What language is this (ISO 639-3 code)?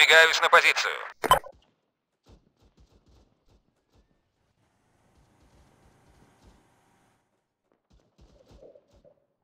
tur